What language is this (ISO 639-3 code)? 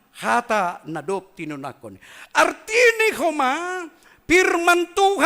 bts